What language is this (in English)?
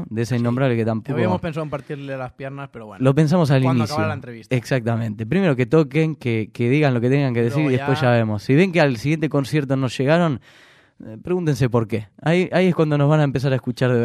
Spanish